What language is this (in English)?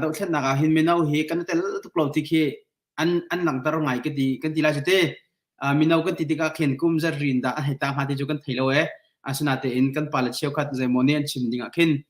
Hakha Chin